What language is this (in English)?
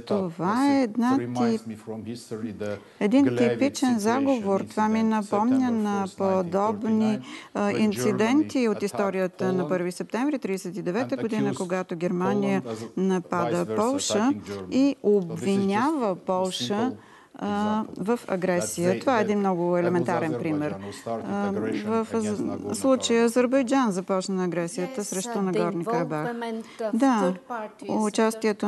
Bulgarian